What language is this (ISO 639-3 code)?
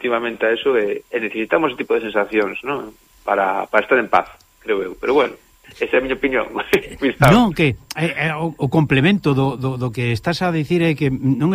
glg